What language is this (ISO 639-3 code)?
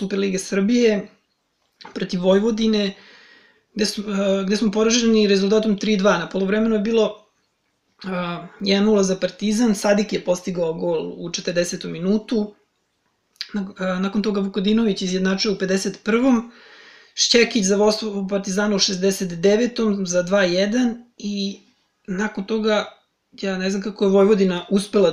srp